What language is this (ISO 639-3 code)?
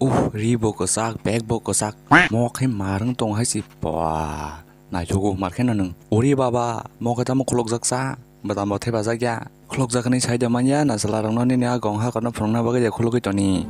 trp